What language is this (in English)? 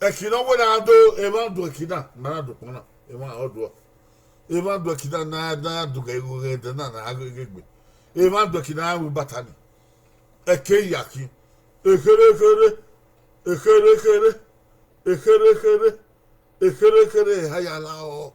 Bini